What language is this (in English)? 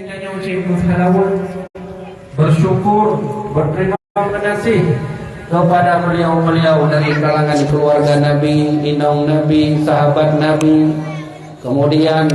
Achinese